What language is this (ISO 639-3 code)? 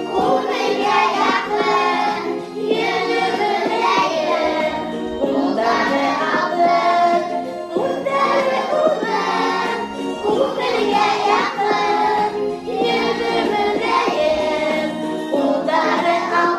bak